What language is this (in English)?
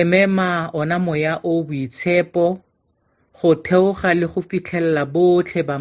Tswana